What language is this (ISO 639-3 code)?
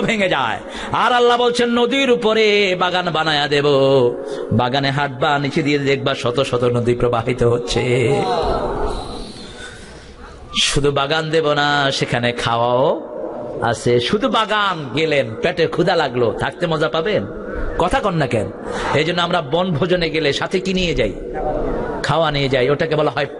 ben